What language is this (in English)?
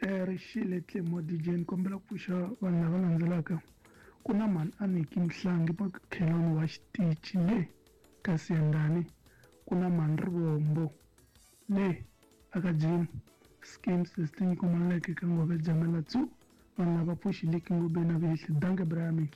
Tsonga